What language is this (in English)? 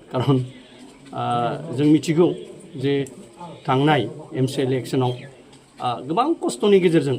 Bodo